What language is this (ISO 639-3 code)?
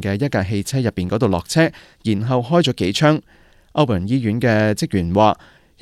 yue